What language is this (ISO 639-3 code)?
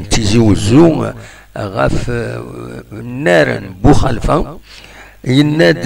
kab